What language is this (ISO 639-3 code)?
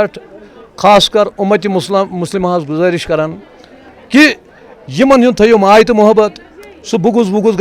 kas